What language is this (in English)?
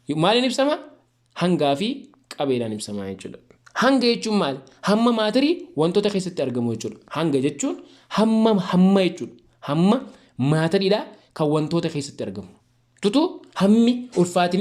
Oromo